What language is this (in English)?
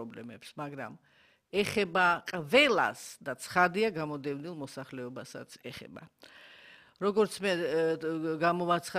Georgian